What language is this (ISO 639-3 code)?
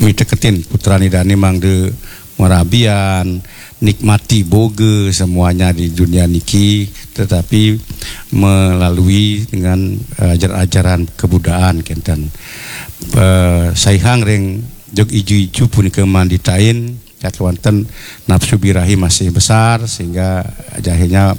ban